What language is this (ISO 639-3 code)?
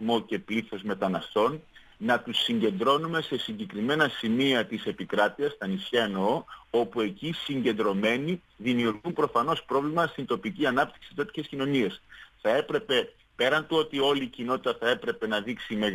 ell